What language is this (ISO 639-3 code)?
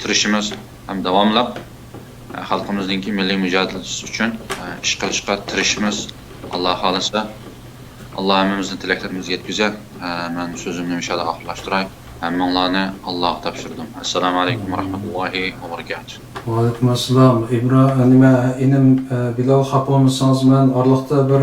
uig